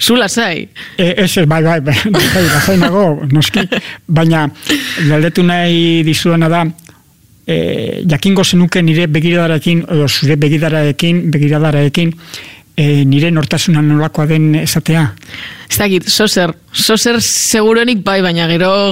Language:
Basque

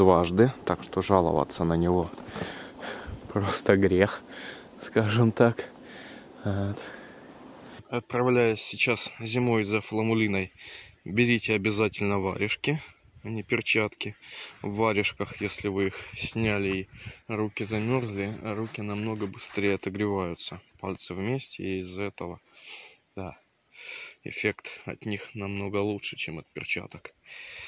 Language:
Russian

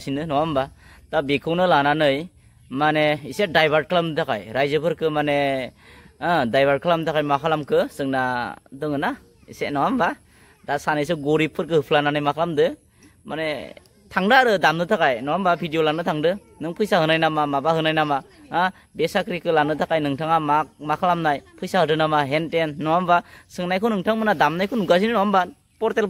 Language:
Bodo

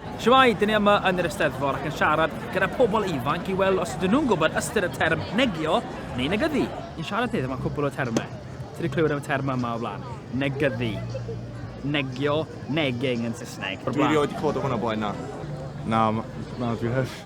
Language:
Welsh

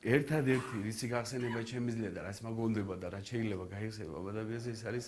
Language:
Georgian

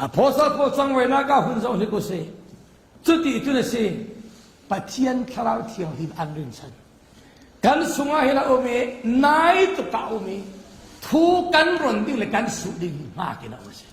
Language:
Falam Chin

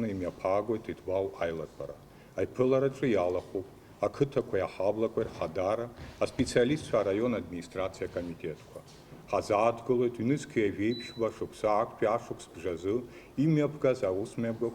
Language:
Abkhazian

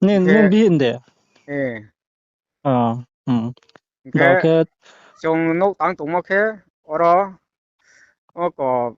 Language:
Riang (India)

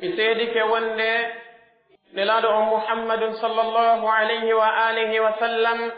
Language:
Pular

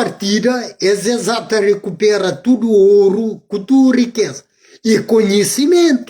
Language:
Kabuverdianu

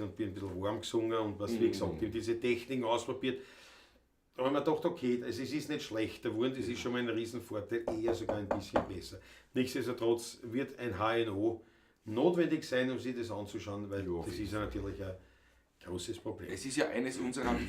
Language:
Bavarian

